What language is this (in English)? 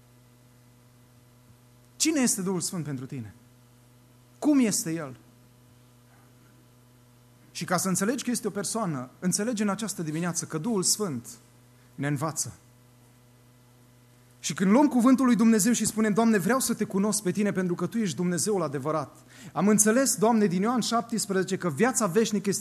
Romanian